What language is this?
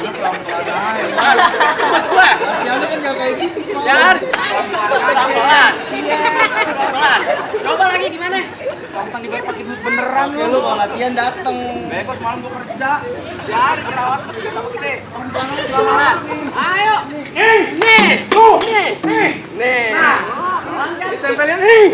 Betawi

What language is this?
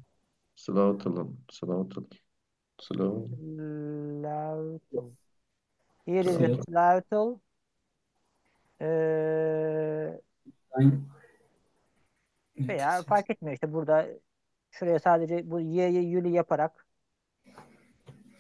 Turkish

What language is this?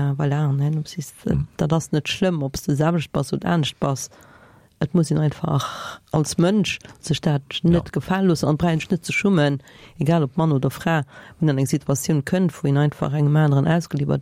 Luxembourgish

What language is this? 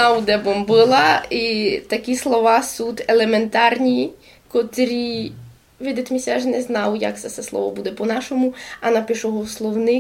Rusyn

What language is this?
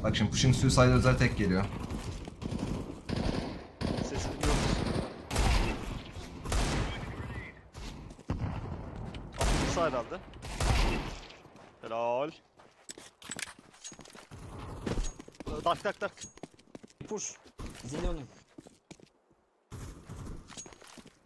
Turkish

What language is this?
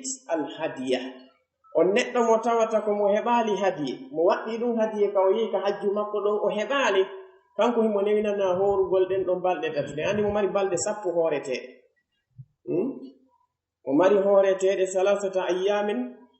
Pular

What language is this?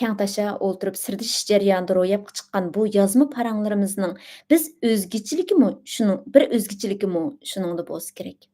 Uyghur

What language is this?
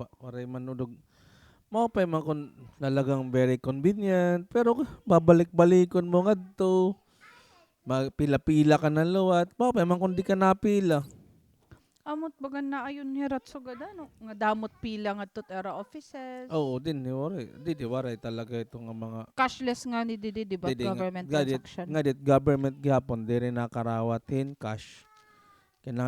Waray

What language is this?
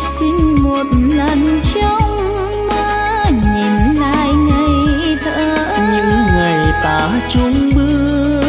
Vietnamese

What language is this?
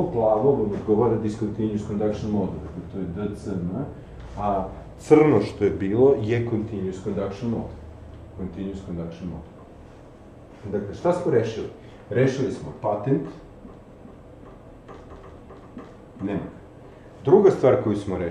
Serbian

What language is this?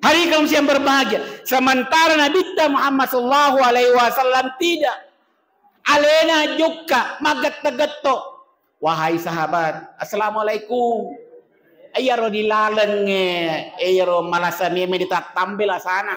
Buginese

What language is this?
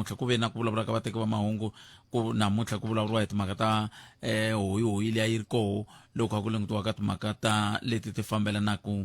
Tsonga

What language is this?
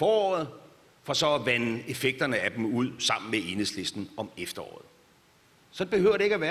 Danish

